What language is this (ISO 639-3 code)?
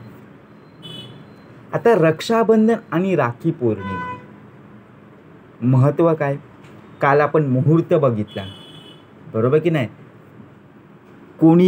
mar